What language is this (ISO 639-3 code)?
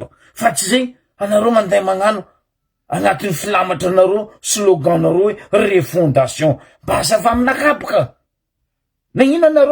mlg